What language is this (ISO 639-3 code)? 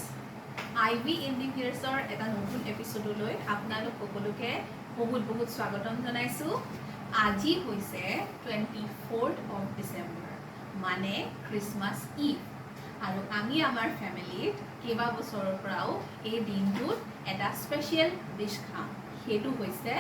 asm